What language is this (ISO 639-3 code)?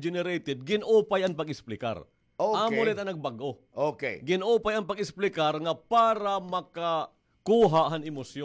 war